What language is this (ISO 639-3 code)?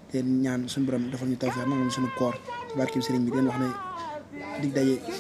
wol